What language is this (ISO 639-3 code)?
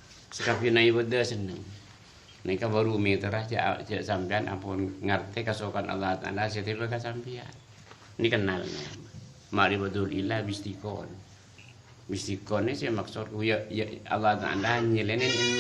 mad